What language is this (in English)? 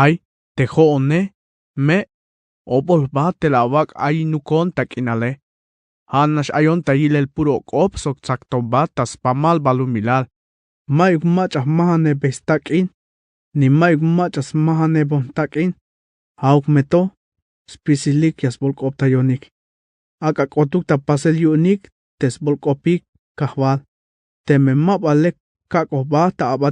Tzeltal